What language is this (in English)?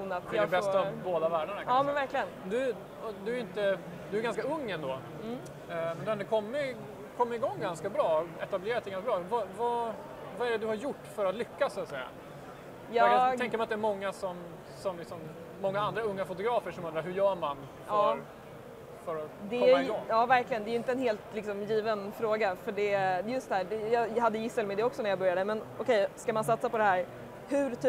Swedish